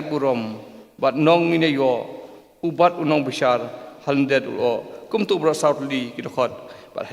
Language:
Khasi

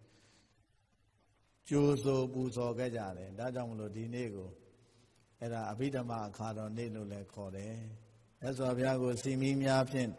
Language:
Burmese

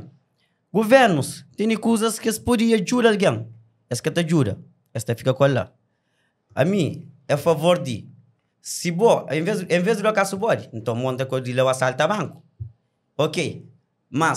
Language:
Kabuverdianu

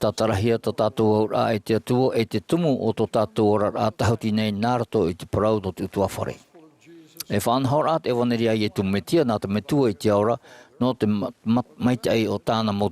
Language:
Tahitian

